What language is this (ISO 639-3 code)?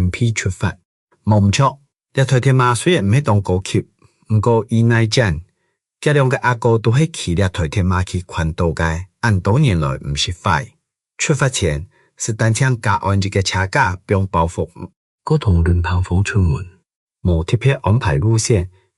hak